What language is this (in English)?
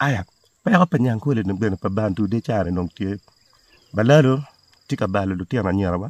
Acoli